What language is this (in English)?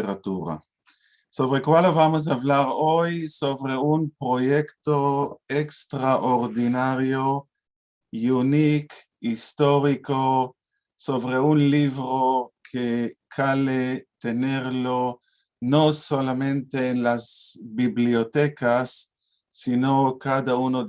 Ladino